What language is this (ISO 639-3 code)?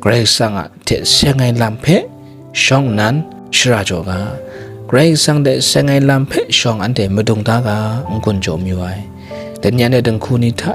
kac